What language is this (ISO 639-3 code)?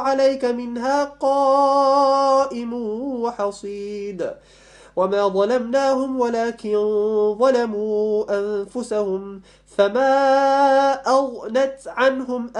ara